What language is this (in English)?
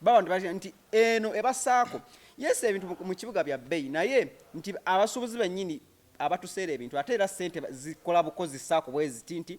Ganda